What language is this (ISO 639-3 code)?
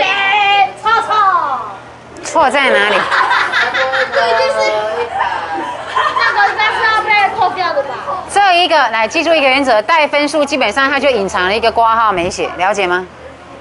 zho